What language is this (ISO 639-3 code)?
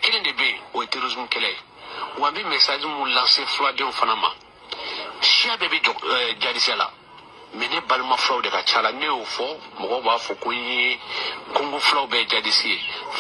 bam